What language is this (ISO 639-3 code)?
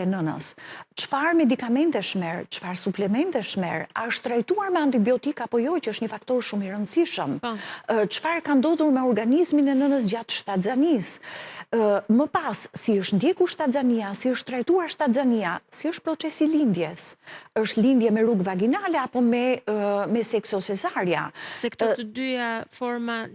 sqi